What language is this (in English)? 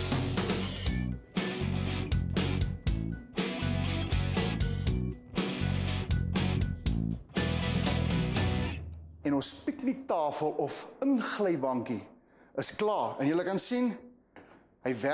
Afrikaans